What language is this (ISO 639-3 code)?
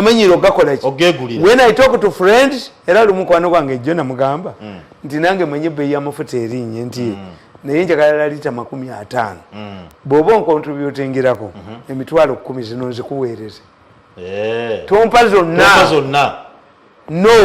lug